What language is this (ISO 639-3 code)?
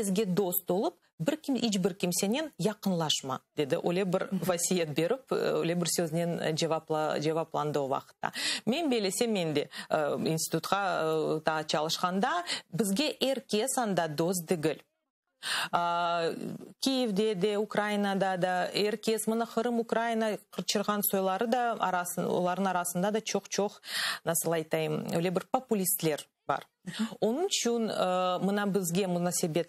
crh